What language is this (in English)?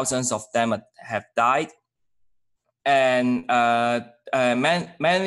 English